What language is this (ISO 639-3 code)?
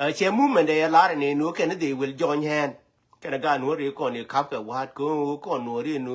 nus